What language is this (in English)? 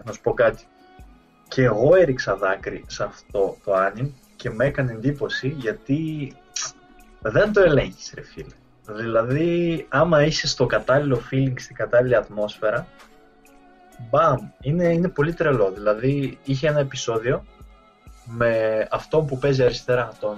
Greek